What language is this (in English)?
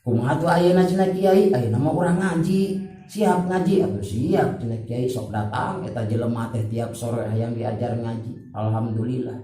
Sundanese